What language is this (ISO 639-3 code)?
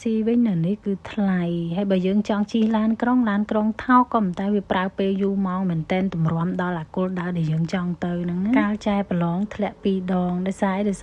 khm